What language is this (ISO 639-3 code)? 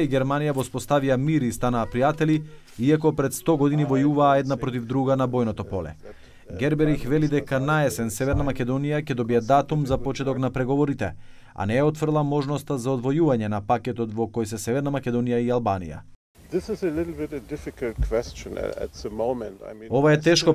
mkd